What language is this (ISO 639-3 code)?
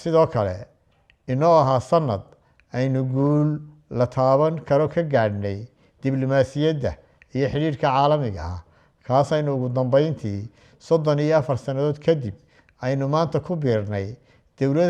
som